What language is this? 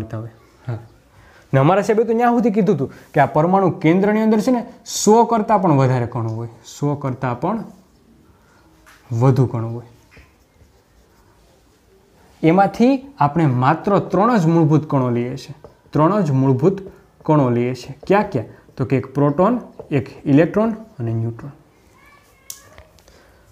Gujarati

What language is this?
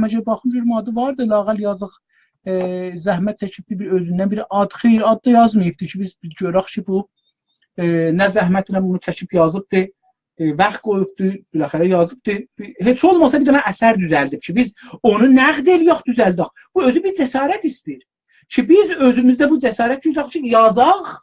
South Azerbaijani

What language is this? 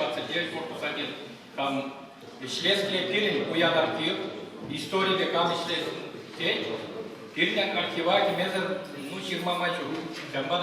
Chuvash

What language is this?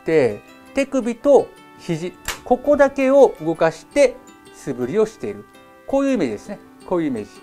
Japanese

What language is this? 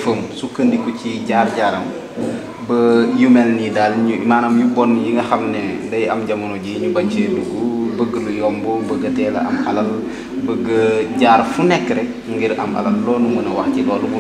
Wolof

